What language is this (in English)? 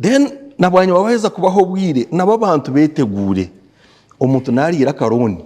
Nyankole